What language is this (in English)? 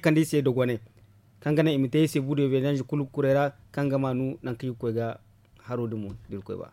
Zarma